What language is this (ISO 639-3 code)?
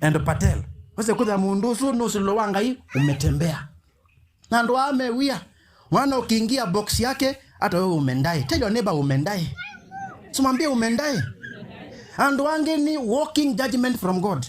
kam